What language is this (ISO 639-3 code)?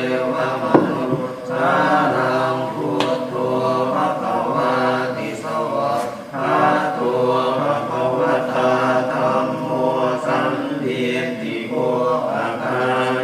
pli